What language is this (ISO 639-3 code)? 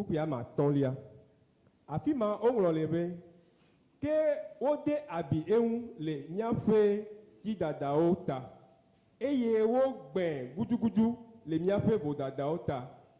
ewe